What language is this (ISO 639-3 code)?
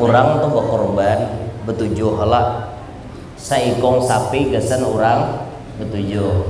bjn